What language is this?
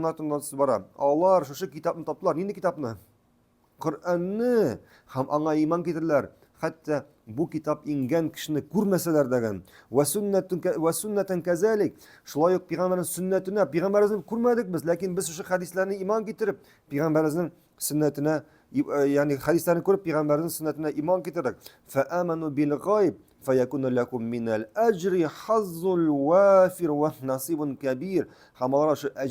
Tatar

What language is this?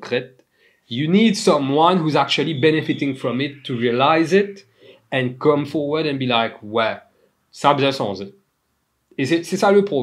Morisyen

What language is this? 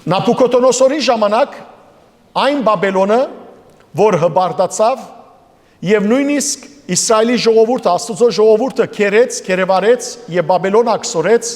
Western Armenian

